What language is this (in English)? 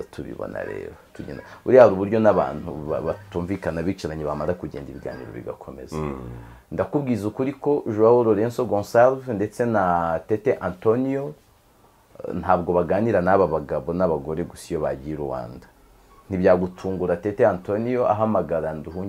Kinyarwanda